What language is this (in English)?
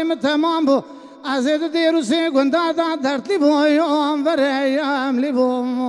Kurdish